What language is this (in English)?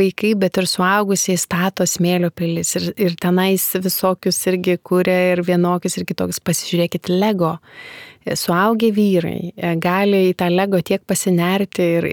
Lithuanian